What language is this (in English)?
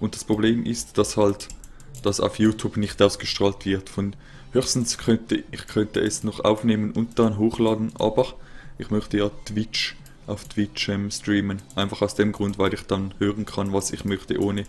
Swiss German